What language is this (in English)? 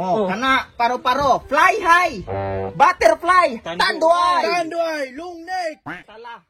Cebuano